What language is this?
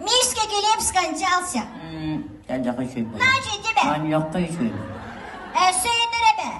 Yakut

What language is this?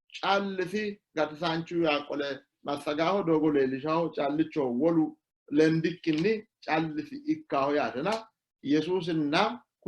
Sidamo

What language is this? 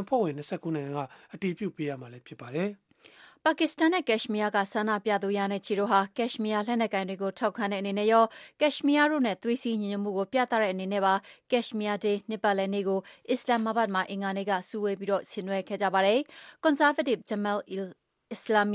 Burmese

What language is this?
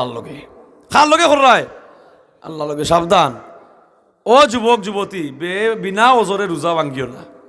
Sylheti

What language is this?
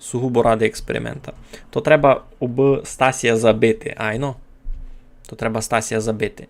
Rusyn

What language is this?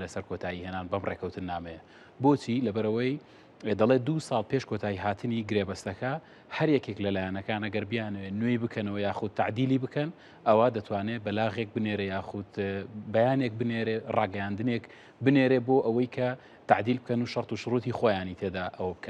Central Kurdish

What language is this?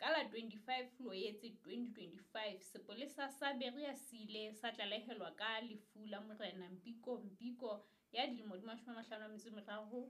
Southern Sotho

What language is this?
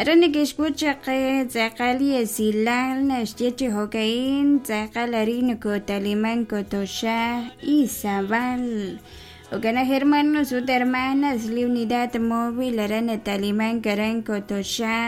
Kekchí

